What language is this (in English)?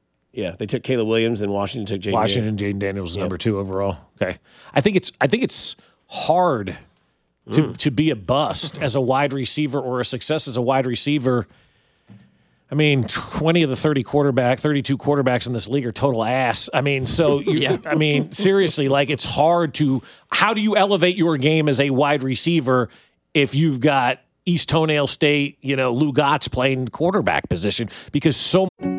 English